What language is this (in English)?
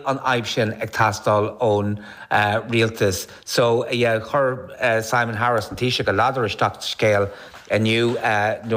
Irish